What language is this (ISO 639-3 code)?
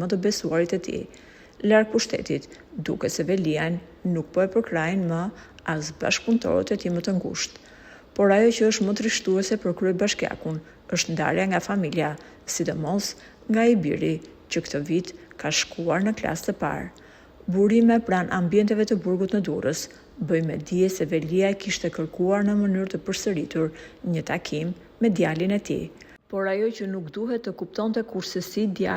sqi